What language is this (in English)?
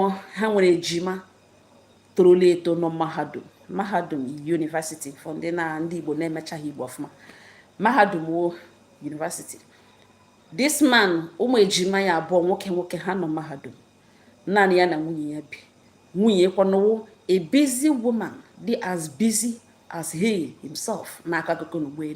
Igbo